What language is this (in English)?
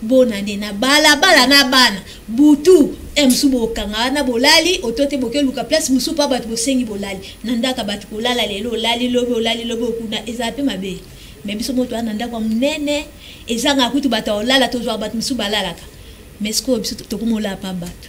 Lingala